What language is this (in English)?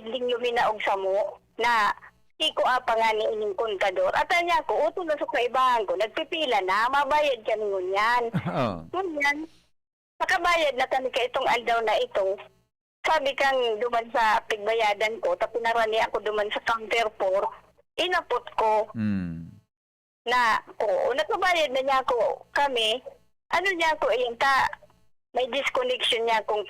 Bikol